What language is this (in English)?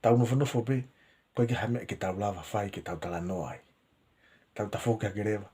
Tongan